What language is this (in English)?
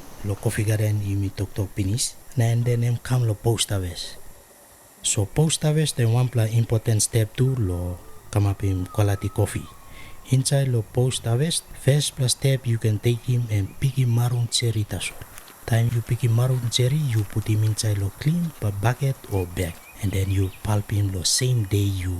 Tok Pisin